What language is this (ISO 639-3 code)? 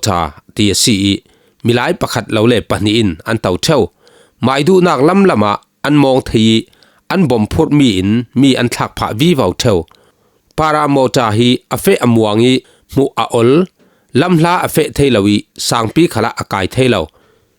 cfm